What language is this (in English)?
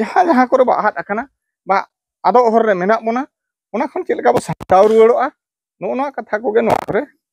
Santali